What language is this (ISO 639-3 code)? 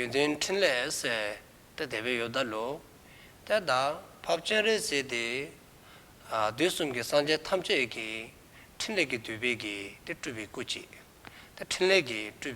dzo